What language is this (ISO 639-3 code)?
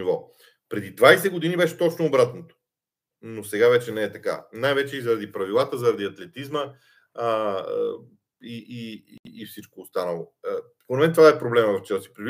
bul